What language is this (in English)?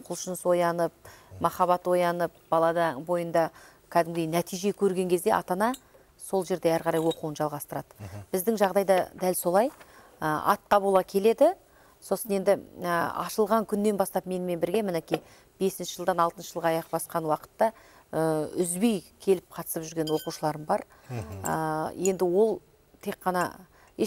Kazakh